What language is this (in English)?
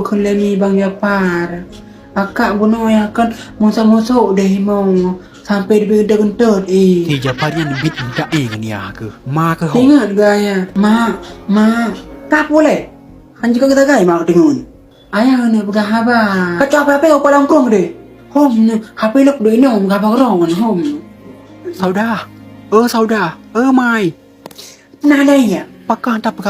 Achinese